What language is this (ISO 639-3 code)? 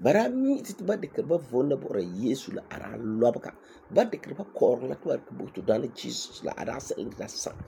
gur